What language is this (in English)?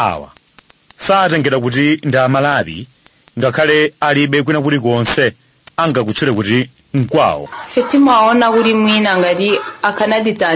Nyanja